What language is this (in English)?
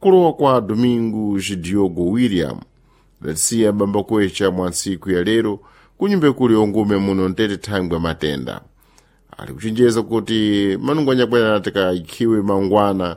Sena